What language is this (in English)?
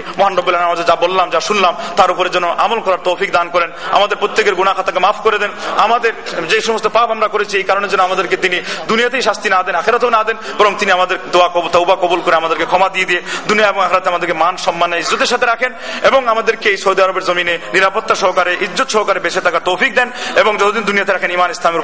Bangla